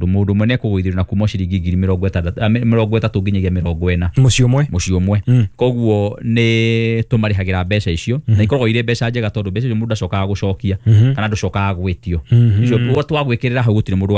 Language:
Kikuyu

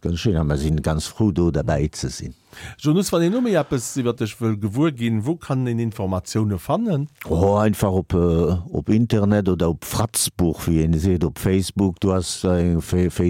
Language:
Luxembourgish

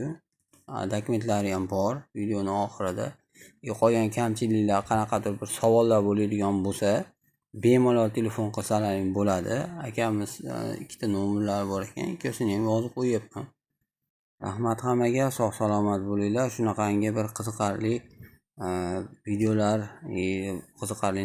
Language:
Uzbek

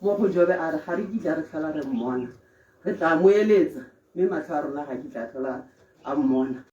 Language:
Tswana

